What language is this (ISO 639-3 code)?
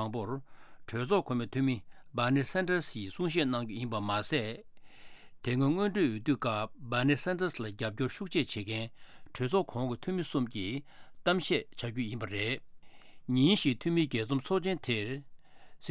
bod